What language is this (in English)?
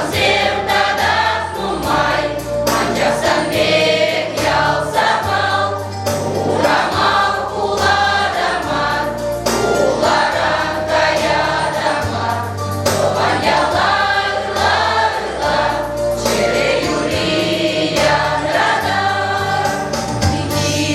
Chuvash